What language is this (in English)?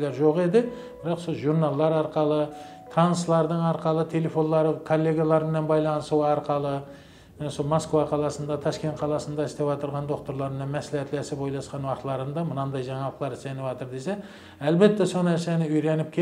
Kara-Kalpak